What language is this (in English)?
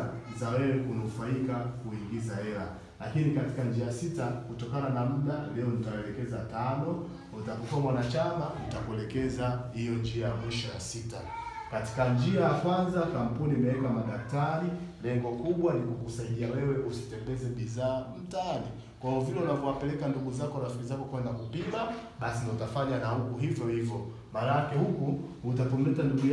Swahili